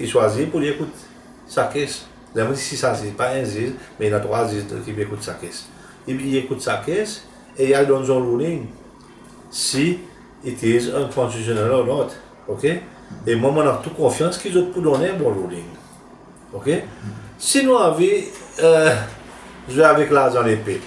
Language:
Seselwa Creole French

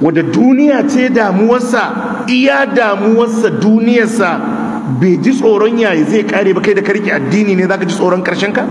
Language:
Hausa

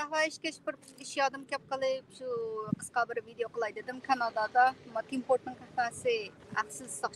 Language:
Uyghur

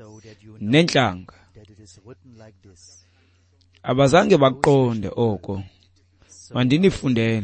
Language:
Xhosa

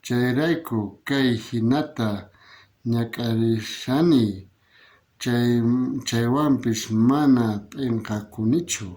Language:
South Bolivian Quechua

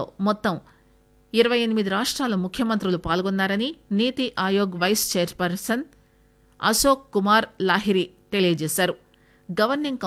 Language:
Telugu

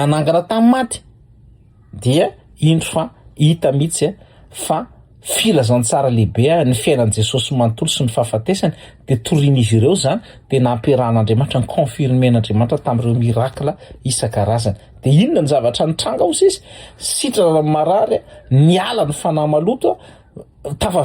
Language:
Malagasy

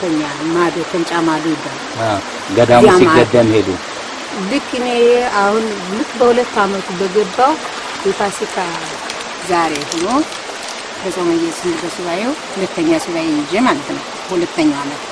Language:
Amharic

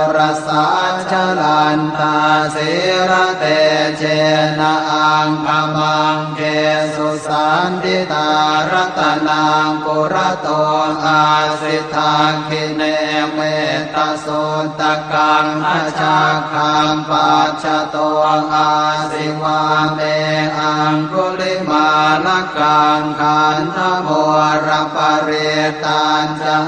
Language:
Pali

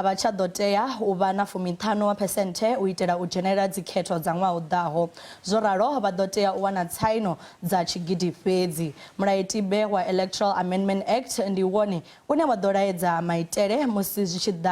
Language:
Venda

